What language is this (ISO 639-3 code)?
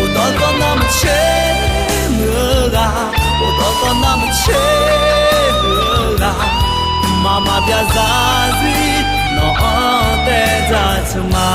ahk